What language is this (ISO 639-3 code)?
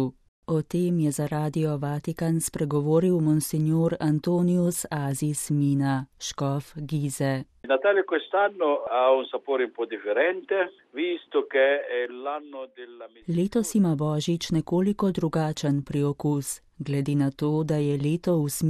slv